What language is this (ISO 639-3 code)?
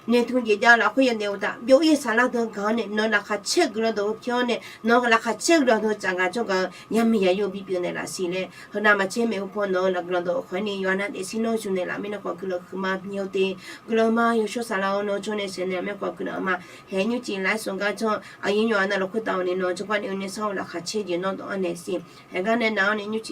ahk